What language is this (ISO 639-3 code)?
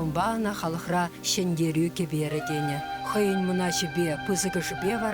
chv